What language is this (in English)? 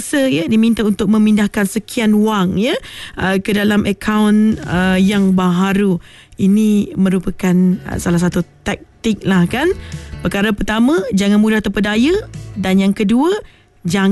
Malay